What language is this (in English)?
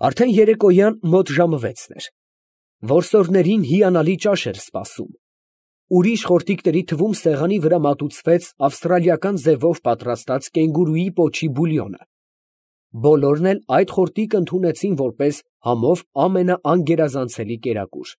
Armenian